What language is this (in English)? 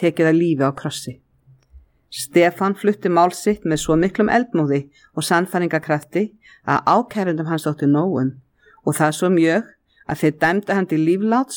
Icelandic